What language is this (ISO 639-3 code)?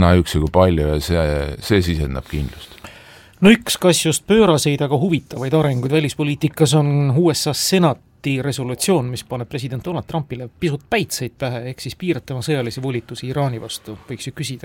est